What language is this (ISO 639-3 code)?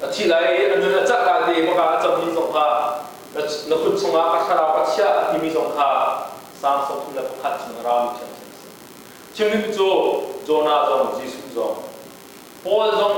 cnh